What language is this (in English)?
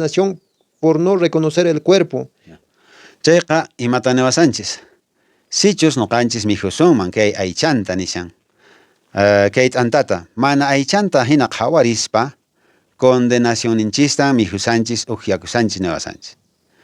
Quechua